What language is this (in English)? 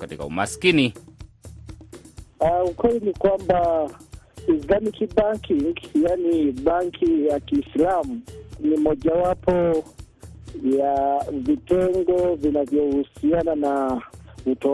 Swahili